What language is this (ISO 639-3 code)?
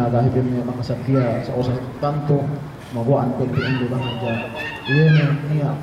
yka